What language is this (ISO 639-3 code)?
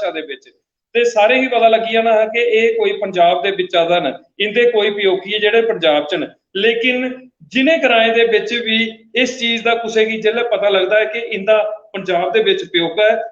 doi